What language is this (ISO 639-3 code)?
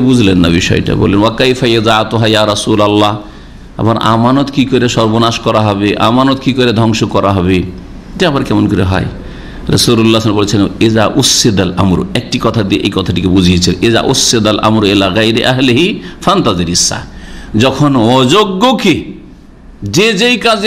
ben